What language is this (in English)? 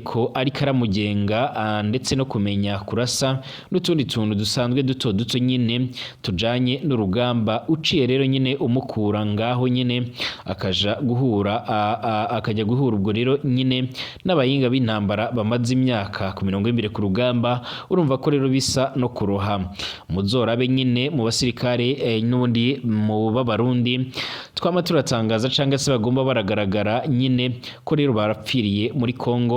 Rundi